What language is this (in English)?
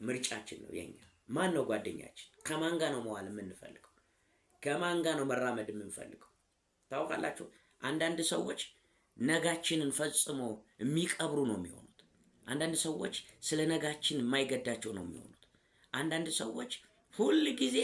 Amharic